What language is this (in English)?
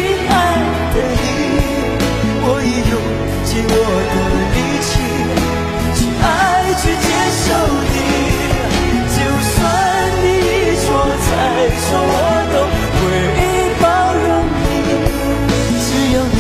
Chinese